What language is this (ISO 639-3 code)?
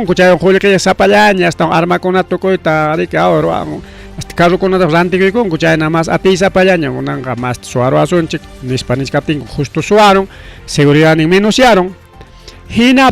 quy